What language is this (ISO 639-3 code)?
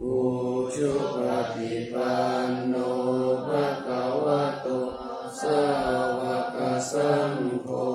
pli